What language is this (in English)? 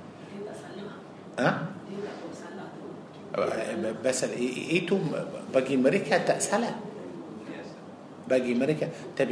Malay